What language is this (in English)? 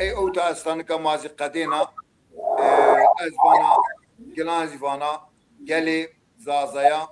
Zaza